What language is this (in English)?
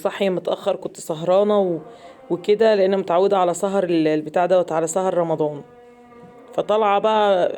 Egyptian Arabic